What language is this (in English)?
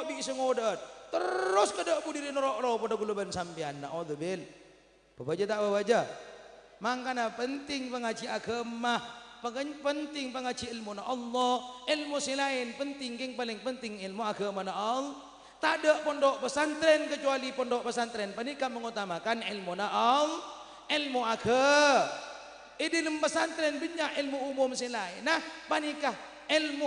Madurese